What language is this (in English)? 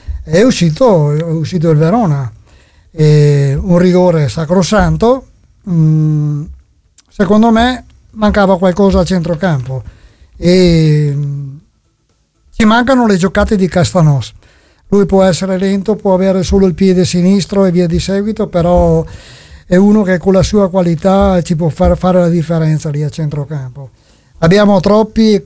Italian